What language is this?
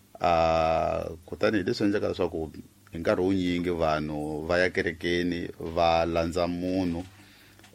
Tsonga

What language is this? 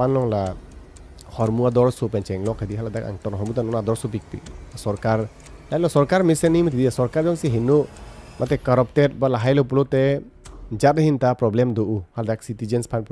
Karbi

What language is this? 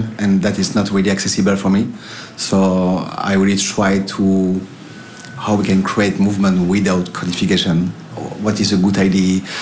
Icelandic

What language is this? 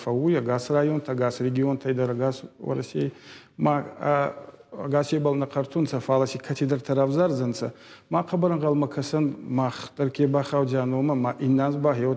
Ossetic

